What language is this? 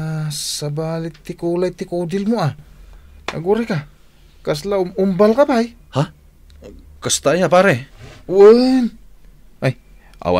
Iloko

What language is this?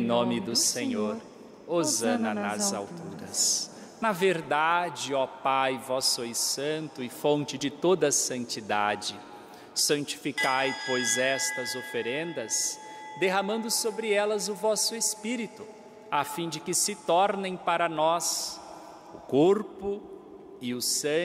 Portuguese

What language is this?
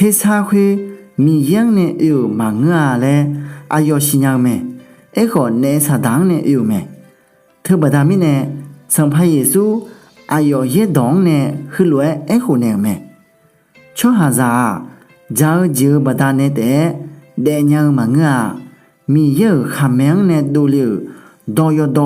Akha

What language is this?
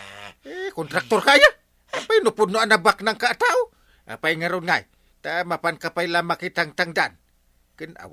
Iloko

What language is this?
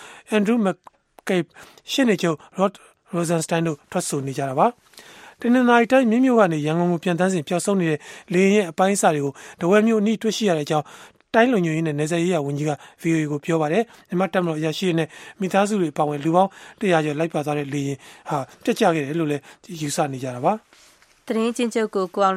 Burmese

